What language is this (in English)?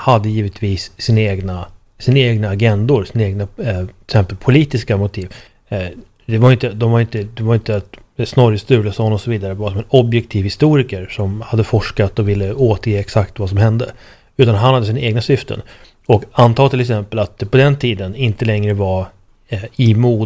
Swedish